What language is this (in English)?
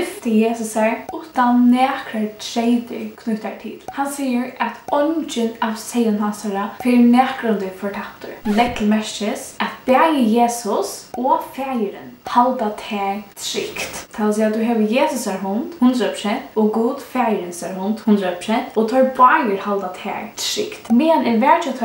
Faroese